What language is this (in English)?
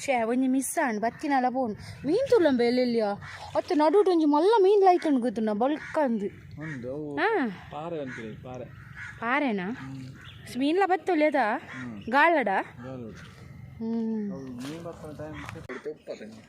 Tulu